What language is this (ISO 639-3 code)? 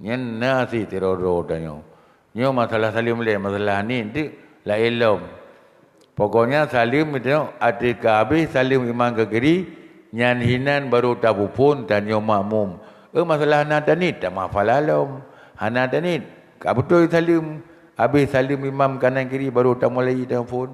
ace